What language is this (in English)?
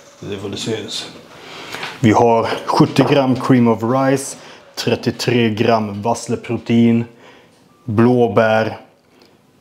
Swedish